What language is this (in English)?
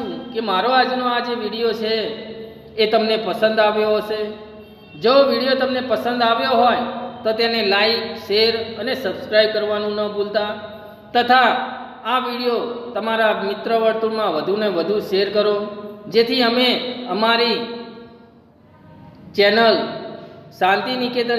Gujarati